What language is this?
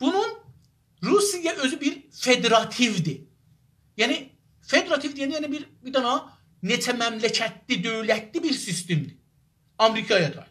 South Azerbaijani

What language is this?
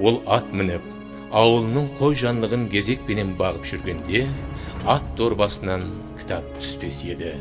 Kara-Kalpak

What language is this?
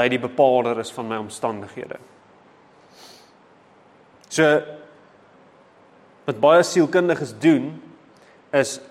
Afrikaans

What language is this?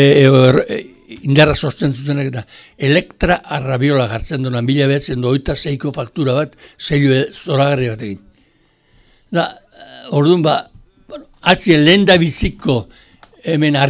Basque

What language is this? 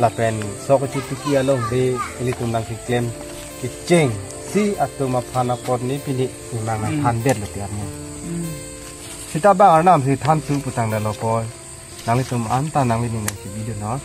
Karbi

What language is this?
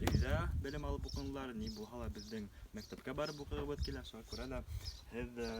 Bashkir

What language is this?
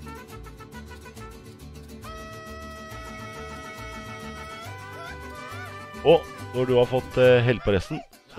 Norwegian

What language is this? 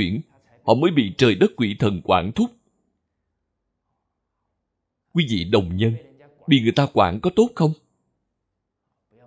Vietnamese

